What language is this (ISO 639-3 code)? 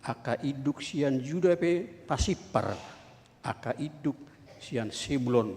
bbc